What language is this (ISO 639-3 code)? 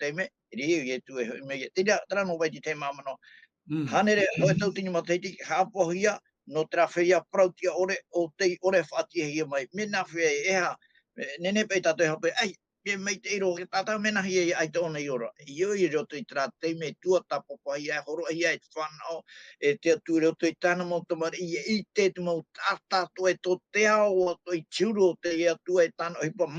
tah